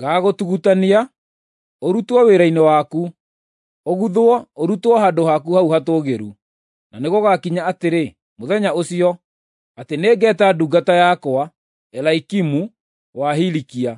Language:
Kikuyu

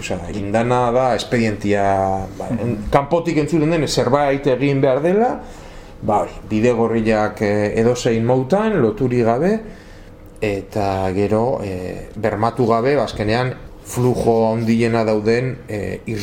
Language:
Basque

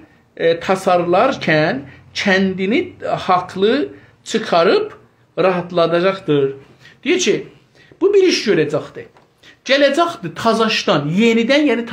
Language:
South Azerbaijani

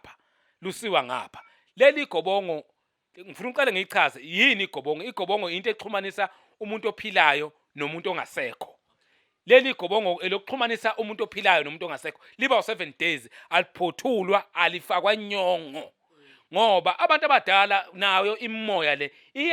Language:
Zulu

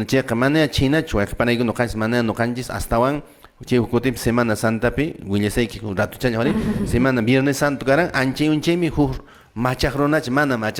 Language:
Quechua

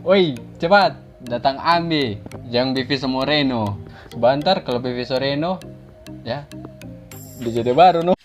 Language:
Manado Malay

